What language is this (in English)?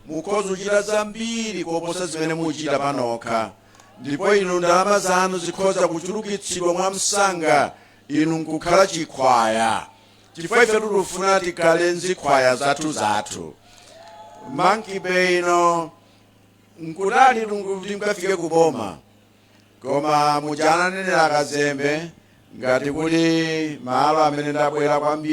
Nyanja